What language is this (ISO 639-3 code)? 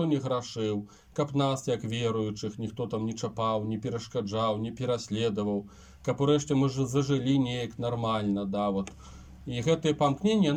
bel